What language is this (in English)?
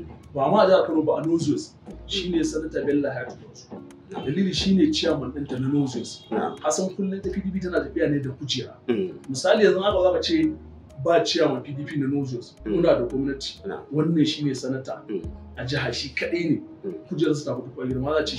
Hausa